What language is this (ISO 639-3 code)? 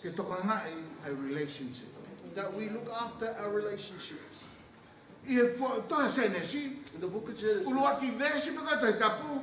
ton